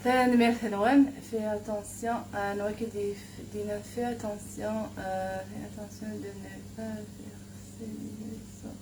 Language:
Kabyle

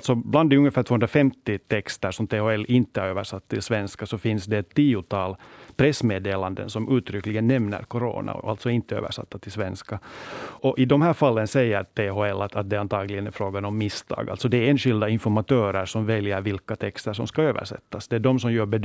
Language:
Swedish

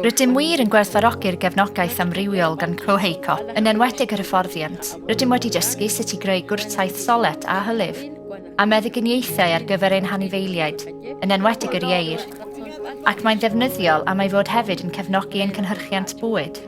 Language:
Welsh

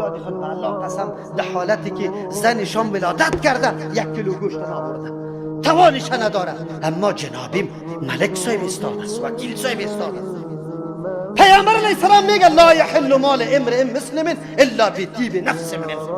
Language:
Persian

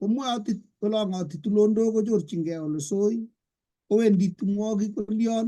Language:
Kalenjin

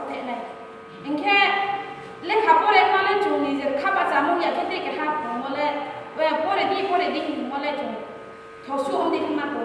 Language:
Riang (India)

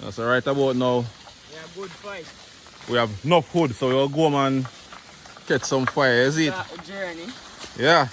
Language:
Jamaican Creole English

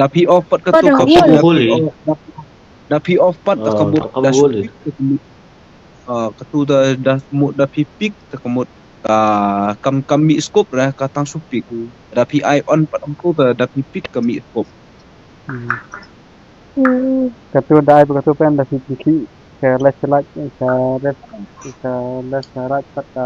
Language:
Khasi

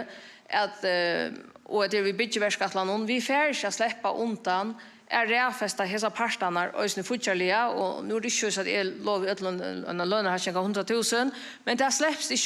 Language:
Faroese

